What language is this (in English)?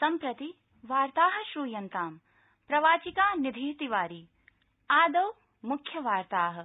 Sanskrit